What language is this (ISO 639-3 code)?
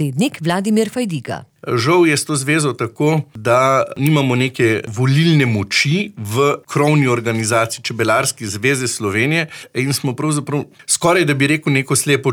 slv